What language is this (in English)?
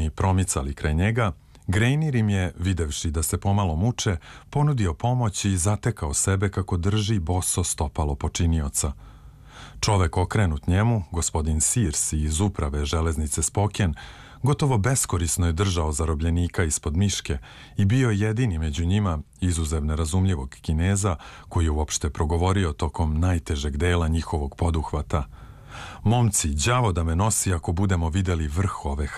Serbian